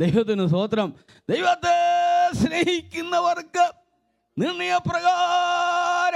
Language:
Malayalam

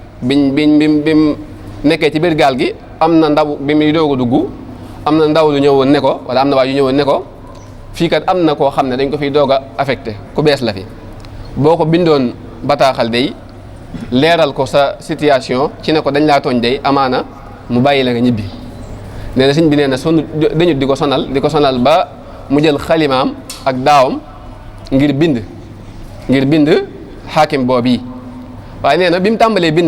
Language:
Wolof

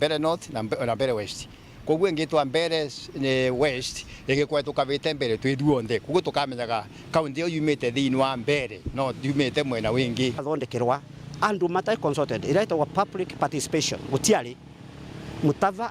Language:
Meru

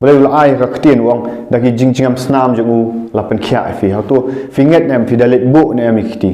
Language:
Khasi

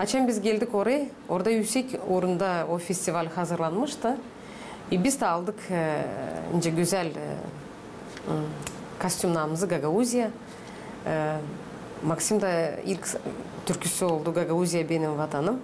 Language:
Gagauz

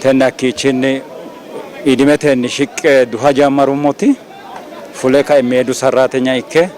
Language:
Sidamo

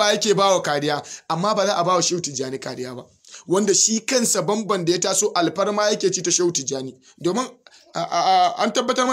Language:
Hausa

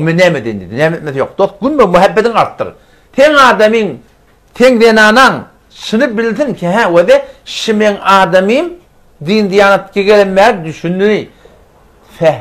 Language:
Turkmen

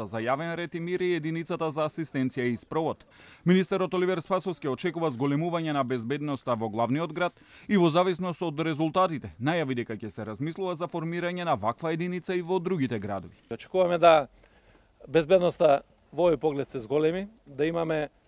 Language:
Macedonian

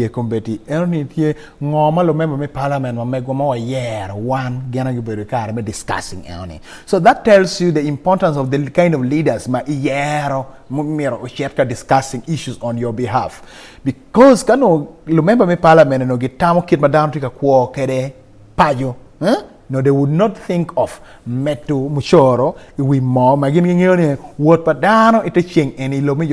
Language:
Acoli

